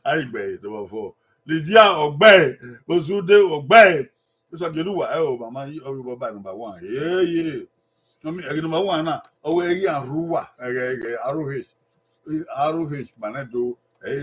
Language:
Bini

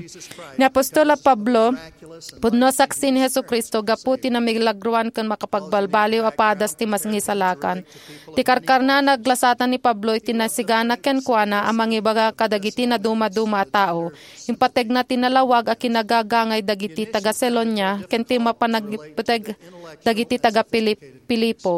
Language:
Iloko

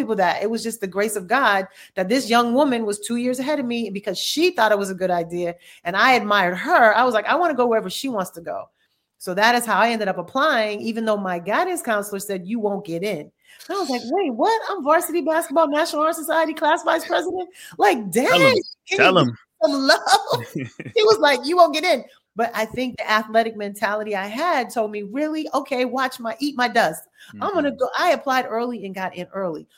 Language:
English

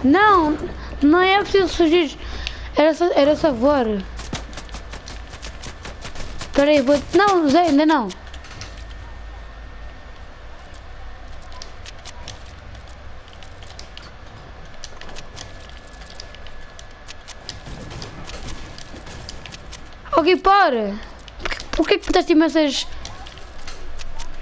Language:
Portuguese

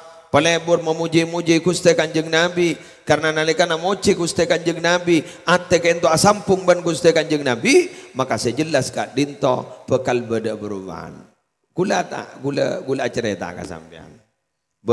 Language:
Madurese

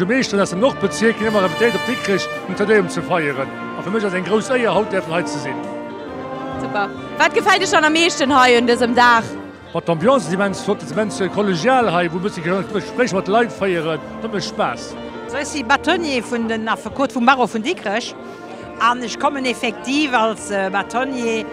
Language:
Luxembourgish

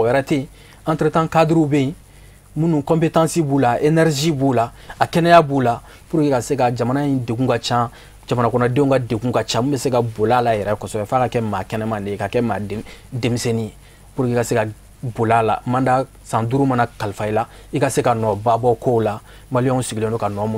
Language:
Bambara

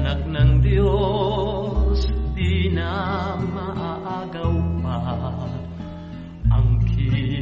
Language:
Filipino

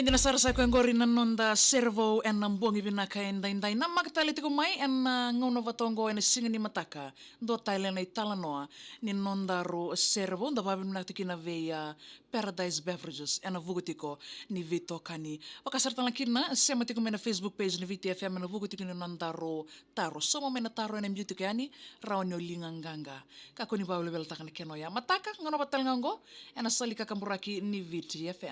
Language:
Fijian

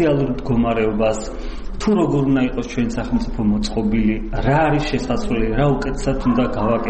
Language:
Georgian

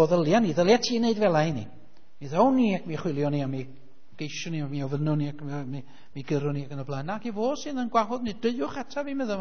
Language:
Welsh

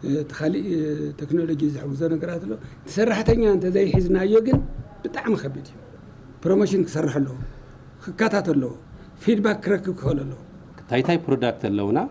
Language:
Tigrinya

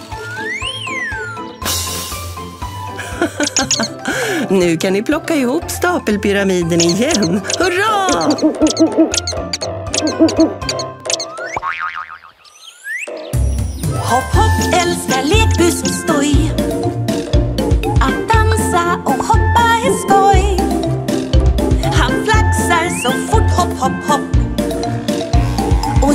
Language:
Swedish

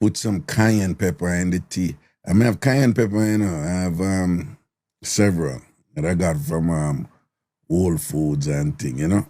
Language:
Jamaican Creole English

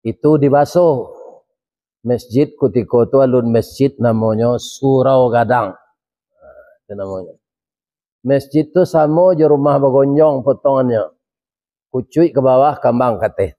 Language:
Minangkabau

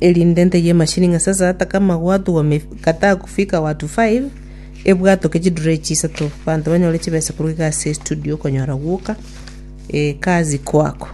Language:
Gusii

